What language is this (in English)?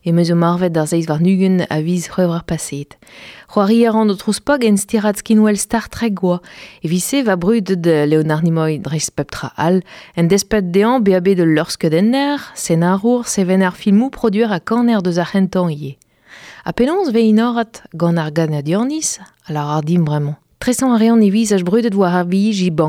Breton